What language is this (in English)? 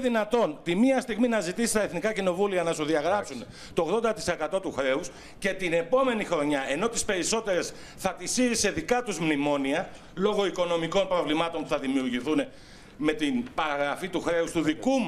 Greek